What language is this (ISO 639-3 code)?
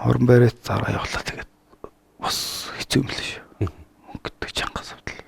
mon